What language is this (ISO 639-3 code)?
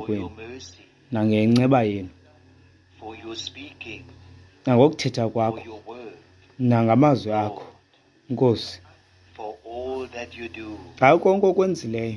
xho